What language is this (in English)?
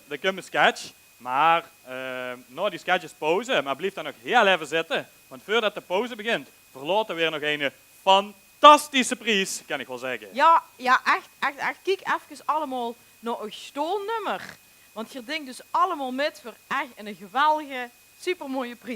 Limburgish